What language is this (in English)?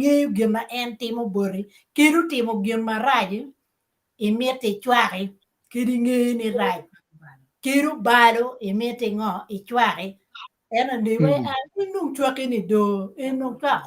Acoli